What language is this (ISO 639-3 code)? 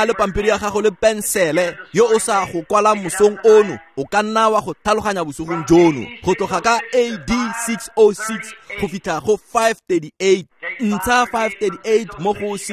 tsn